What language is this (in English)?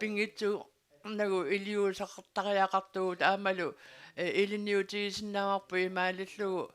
Kalaallisut